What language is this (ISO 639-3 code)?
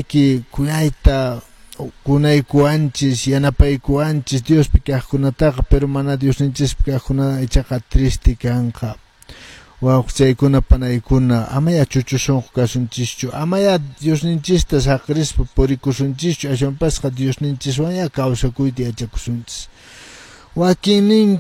que